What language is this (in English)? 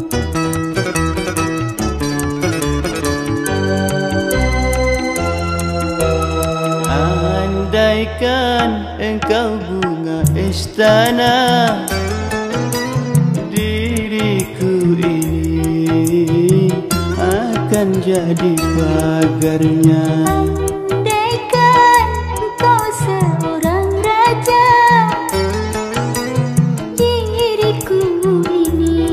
Malay